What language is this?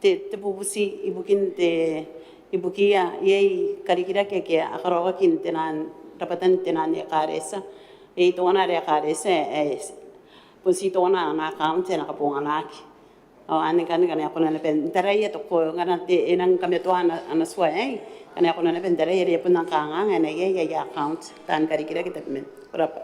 Gilbertese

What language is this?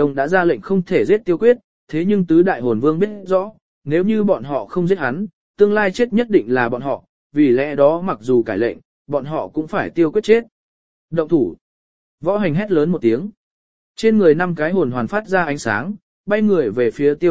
Vietnamese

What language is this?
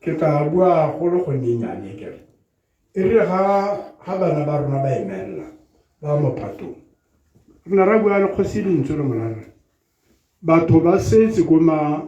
Tswana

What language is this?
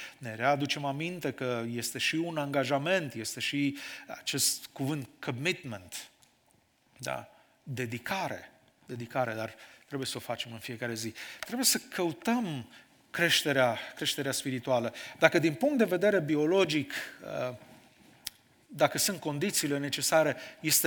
Romanian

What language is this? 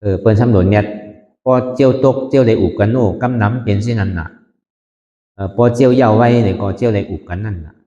Shan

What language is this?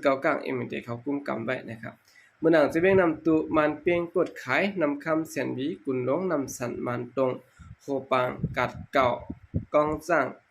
Shan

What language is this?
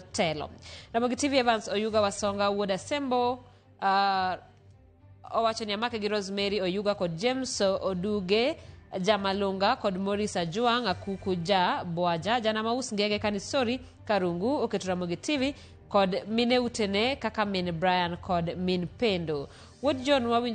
Luo (Kenya and Tanzania)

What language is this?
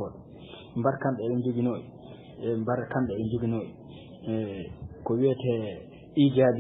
Fula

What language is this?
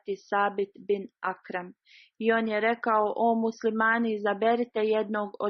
Bosnian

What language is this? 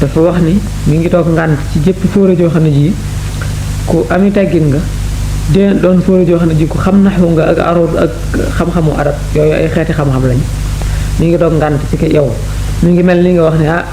Wolof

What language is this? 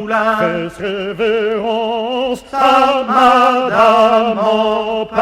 Picard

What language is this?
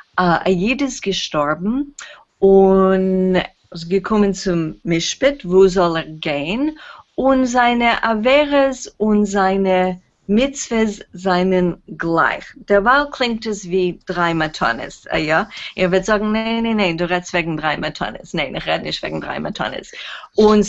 Yiddish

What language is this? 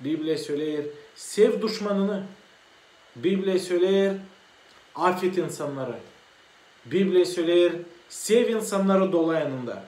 Gagauz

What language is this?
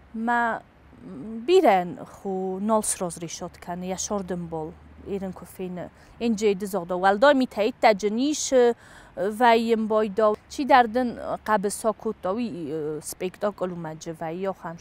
Ossetic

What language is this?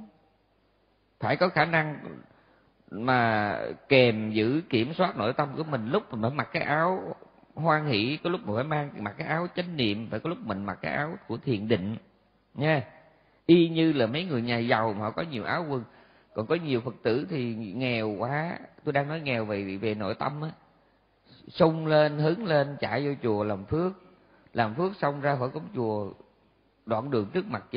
Vietnamese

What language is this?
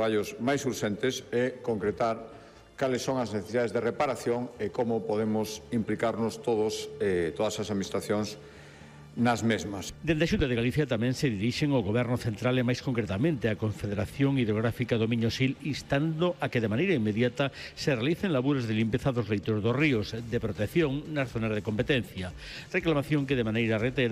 Galician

